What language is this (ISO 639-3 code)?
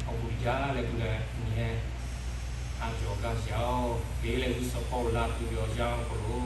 lhu